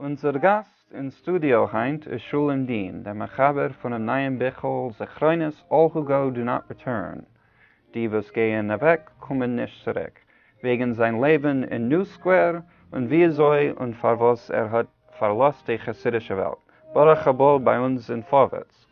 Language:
Yiddish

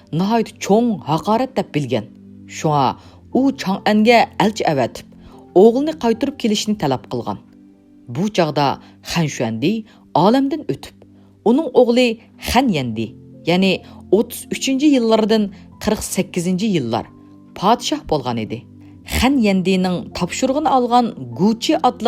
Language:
Uyghur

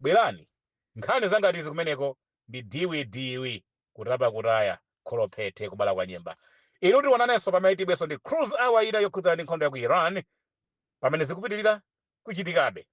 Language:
Nyanja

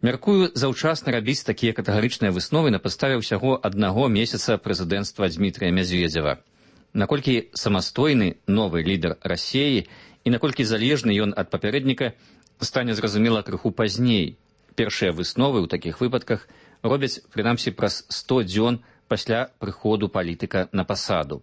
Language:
Belarusian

